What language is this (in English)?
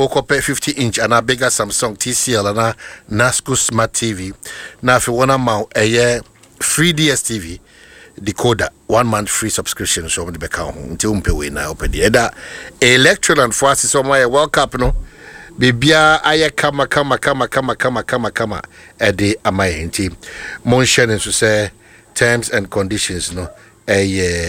Akan